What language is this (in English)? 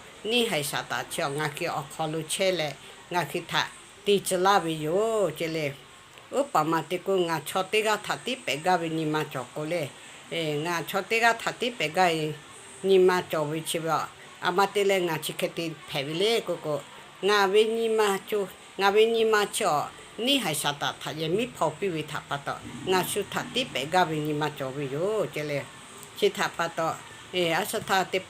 Lahu